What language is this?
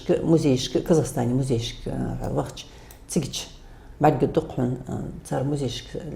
Ingush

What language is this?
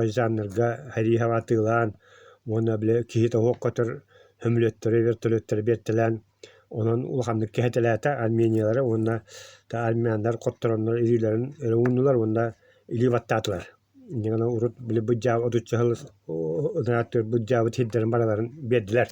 Yakut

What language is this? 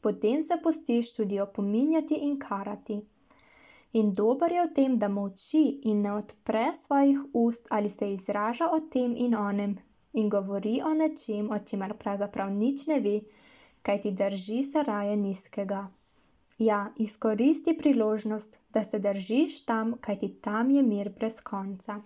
Slovenian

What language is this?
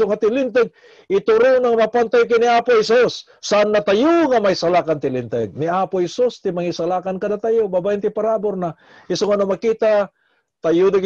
Iloko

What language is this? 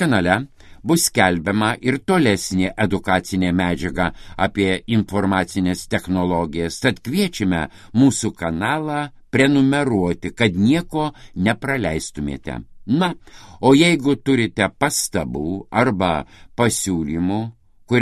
Lithuanian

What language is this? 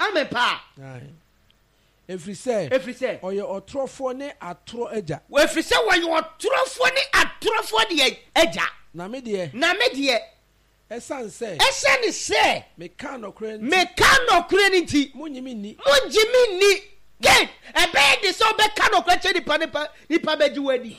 Akan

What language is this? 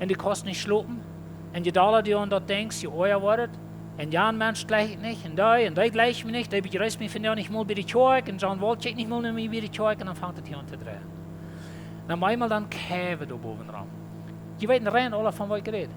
Plautdietsch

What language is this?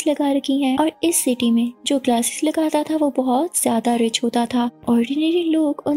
Hindi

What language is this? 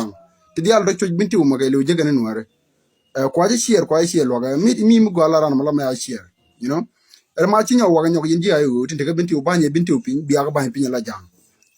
Nuer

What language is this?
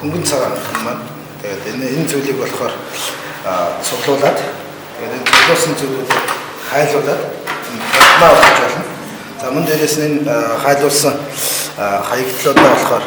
Mongolian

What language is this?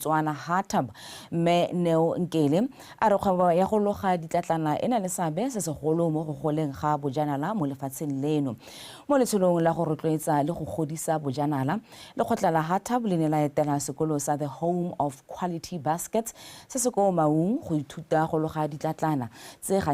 Tswana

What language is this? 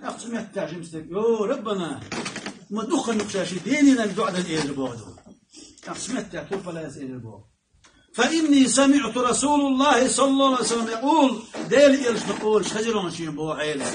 Chechen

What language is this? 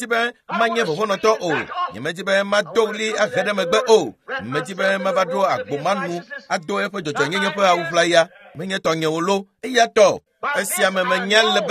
Ewe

